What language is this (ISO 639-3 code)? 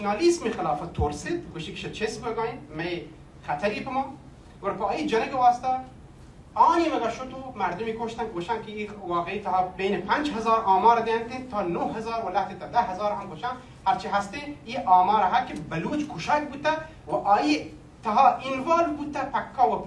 bal